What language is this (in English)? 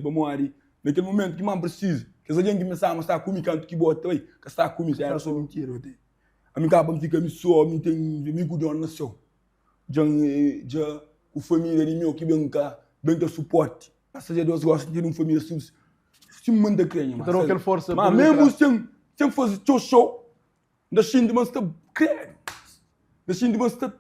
Kabuverdianu